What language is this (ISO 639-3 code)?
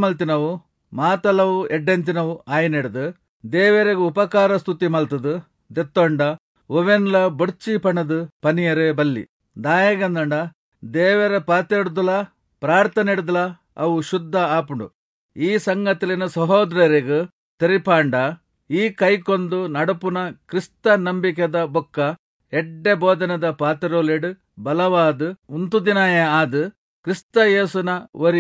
tcy